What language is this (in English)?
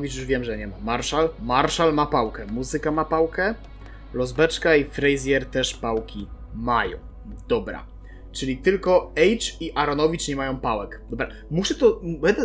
Polish